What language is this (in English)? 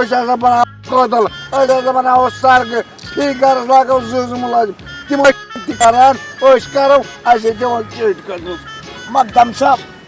Kashmiri